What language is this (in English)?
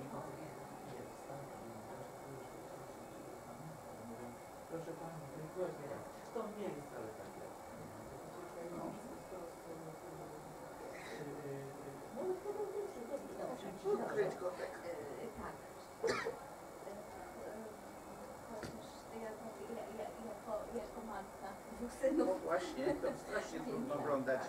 Polish